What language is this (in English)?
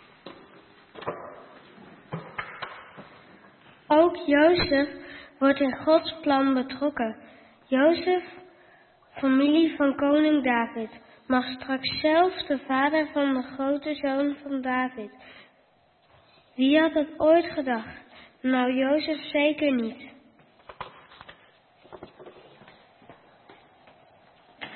Dutch